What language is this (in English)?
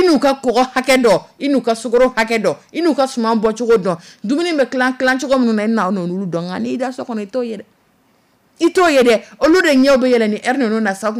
Dyula